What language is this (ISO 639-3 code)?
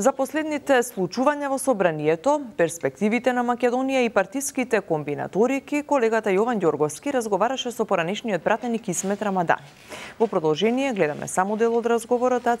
mkd